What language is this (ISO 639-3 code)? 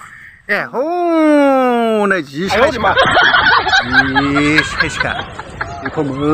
brx